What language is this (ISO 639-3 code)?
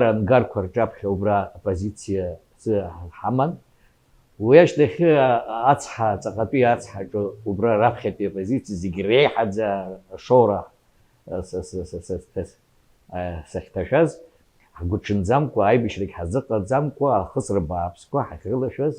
abk